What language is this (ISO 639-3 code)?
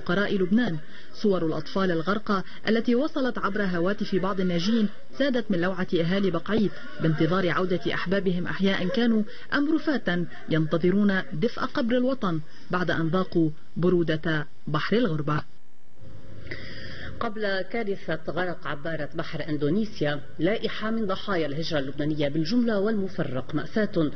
ara